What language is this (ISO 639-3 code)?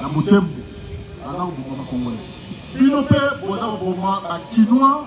lin